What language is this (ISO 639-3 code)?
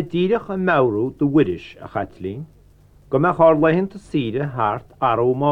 gle